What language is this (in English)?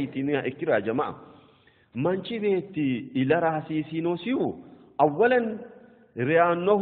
Sidamo